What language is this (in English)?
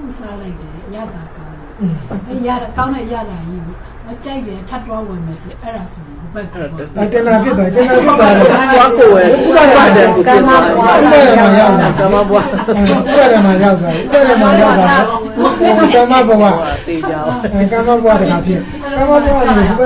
Burmese